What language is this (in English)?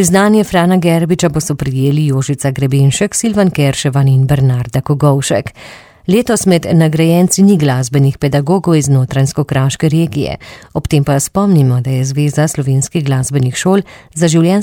Slovenian